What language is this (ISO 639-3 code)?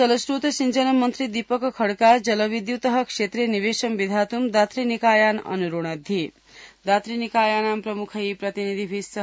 san